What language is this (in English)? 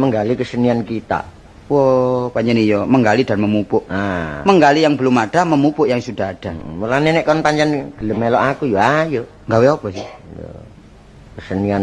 Javanese